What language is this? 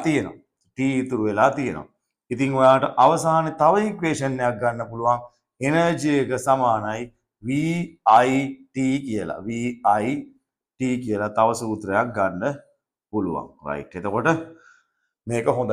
Sinhala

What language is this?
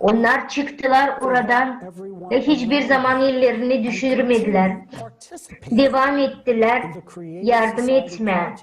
Gagauz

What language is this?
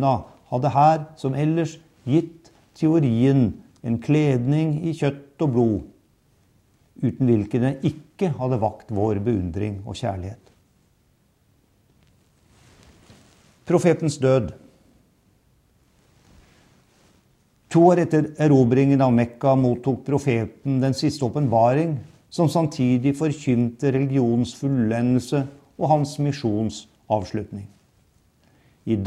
Norwegian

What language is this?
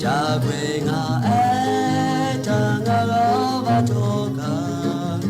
Lahu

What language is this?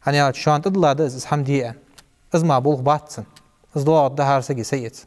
Ingush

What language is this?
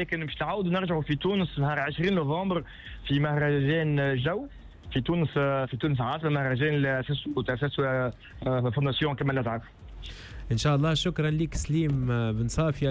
Tunisian Arabic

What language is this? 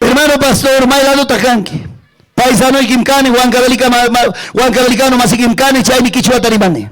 Ayacucho Quechua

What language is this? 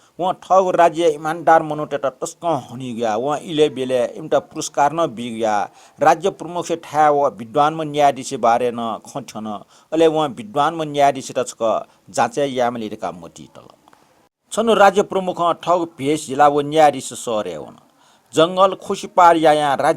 Newari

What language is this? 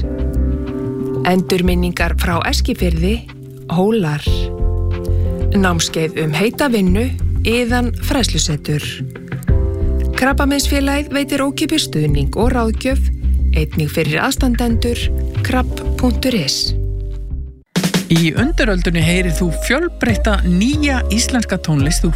Icelandic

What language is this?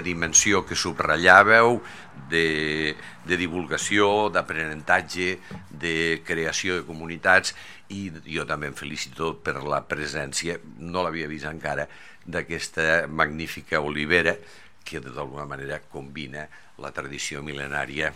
Catalan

